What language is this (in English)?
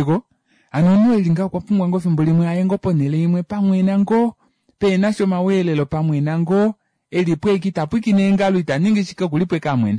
Kuanyama